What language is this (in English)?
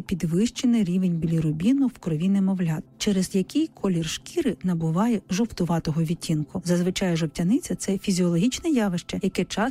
Ukrainian